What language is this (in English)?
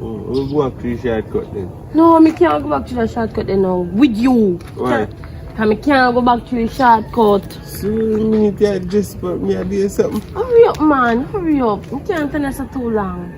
Jamaican Creole English